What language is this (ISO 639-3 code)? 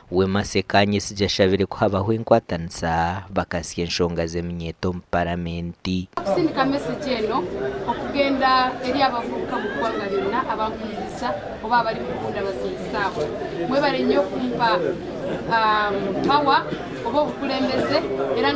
nyn